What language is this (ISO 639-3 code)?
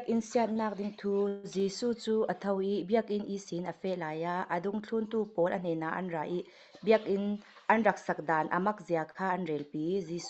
cfm